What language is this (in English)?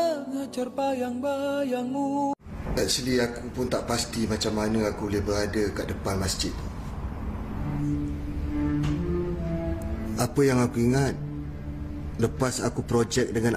Malay